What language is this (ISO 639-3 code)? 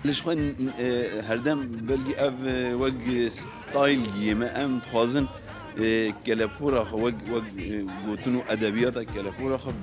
kur